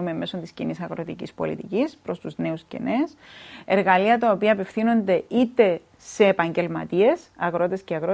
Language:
Greek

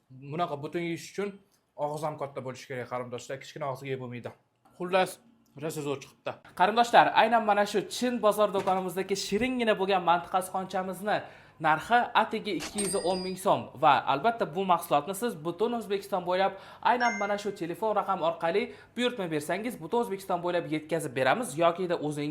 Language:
Uzbek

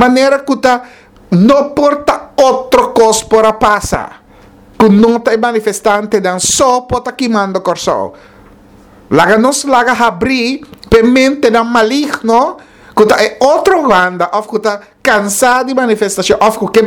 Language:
Papiamento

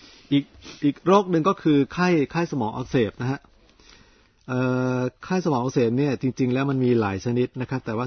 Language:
Thai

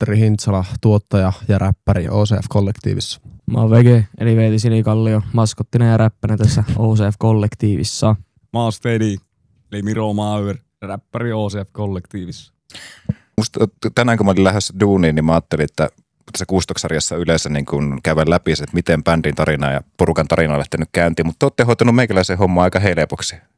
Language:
Finnish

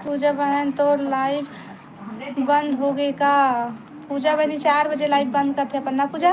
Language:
Chhattisgarhi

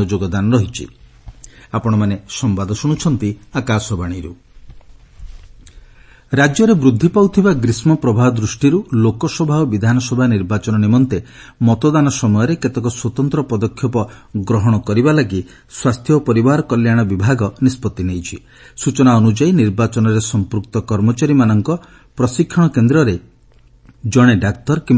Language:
Odia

